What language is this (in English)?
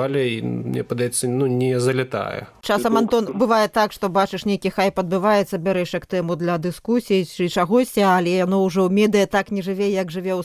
Belarusian